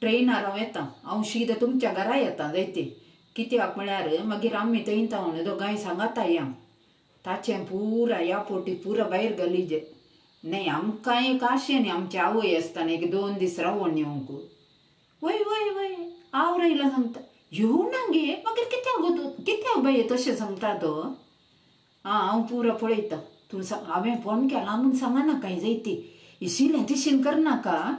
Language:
Konkani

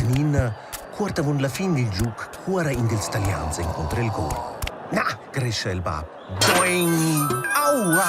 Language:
Romansh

